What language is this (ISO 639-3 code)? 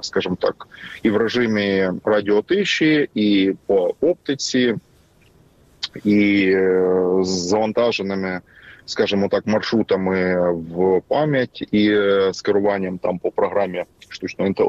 ukr